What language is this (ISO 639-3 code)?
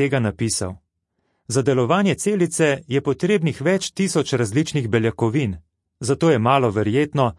slv